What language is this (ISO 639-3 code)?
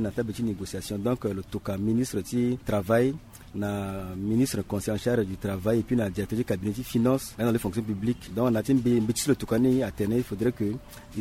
sag